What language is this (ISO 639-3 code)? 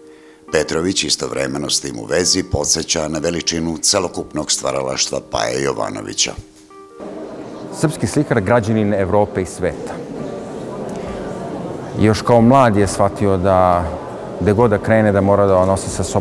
srp